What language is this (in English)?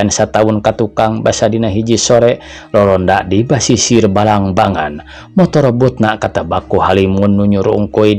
Sundanese